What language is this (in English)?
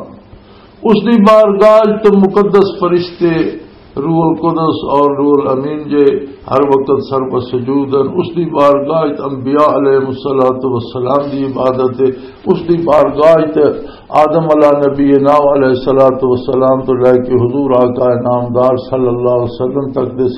Western Panjabi